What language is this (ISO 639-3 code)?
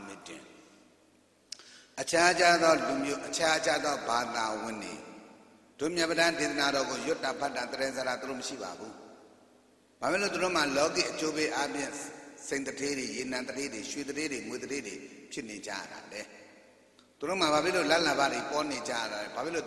mya